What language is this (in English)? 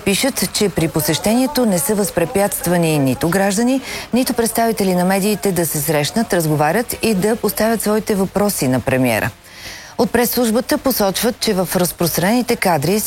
Bulgarian